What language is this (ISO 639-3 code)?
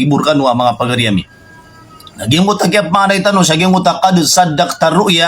mrw